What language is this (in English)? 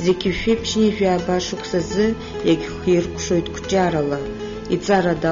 Abkhazian